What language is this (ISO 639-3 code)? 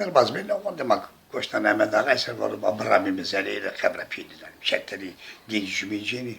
zza